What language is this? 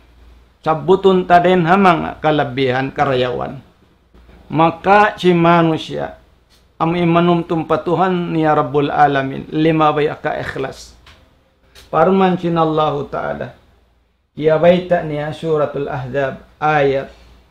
Tausug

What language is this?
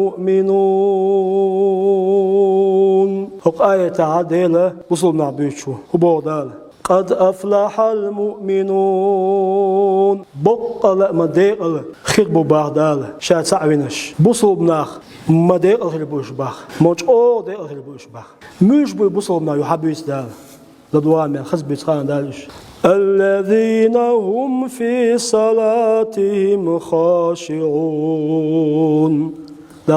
Chechen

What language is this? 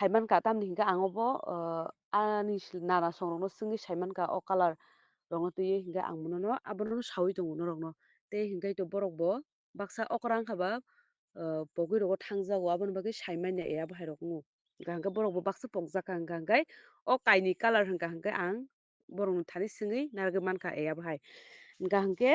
Kok Borok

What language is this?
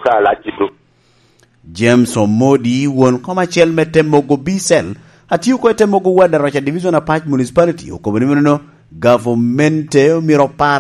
Lango (Uganda)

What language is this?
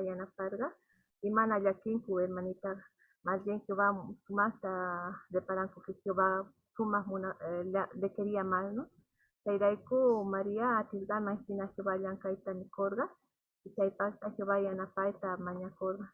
South Bolivian Quechua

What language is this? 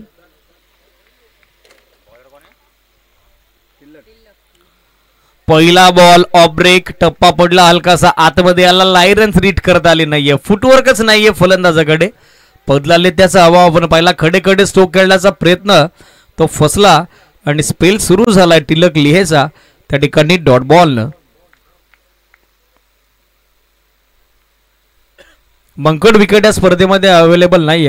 Marathi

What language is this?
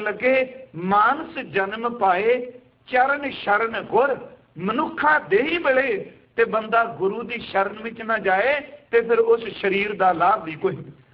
Punjabi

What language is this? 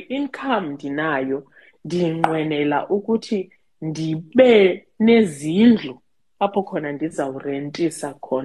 Xhosa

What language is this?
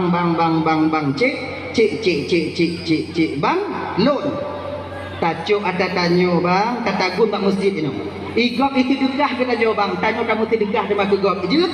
Achinese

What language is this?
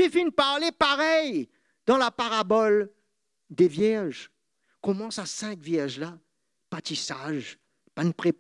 Morisyen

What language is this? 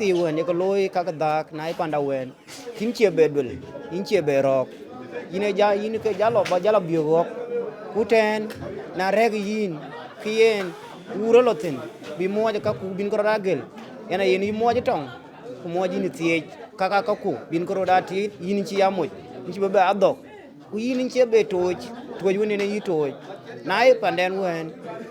Dinka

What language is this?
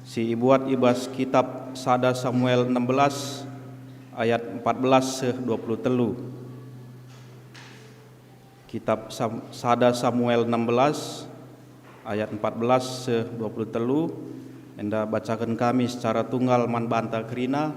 Batak Karo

